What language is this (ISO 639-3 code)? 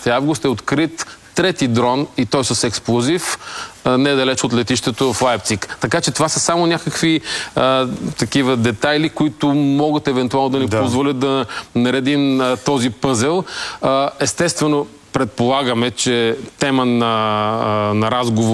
bul